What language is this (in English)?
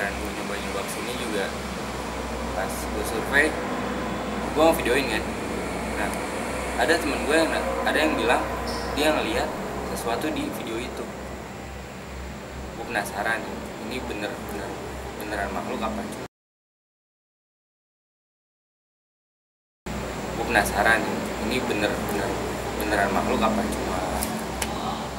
Indonesian